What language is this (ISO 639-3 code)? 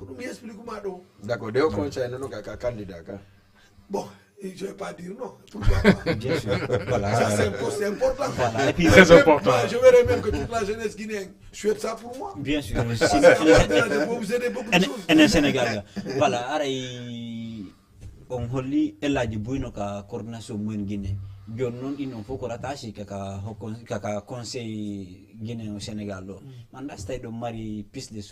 ful